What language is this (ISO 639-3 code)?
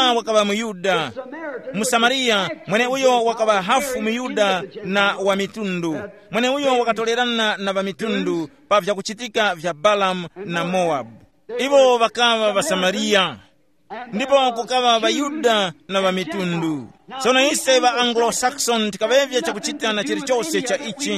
tum